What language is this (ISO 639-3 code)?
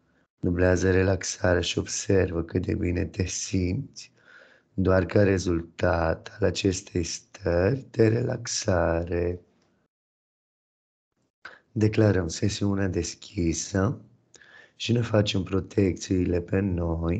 ron